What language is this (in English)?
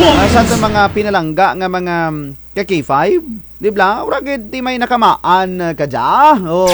Kinaray-a